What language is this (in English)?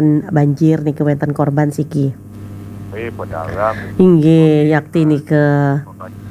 Balinese